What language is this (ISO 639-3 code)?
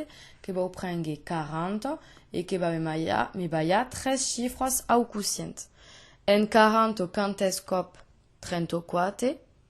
oci